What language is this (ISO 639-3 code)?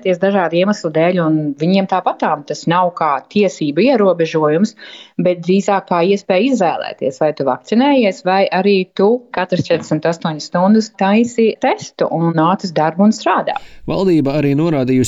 lav